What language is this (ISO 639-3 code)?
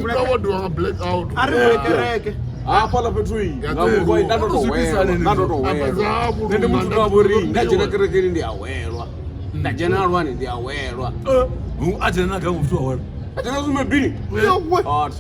ven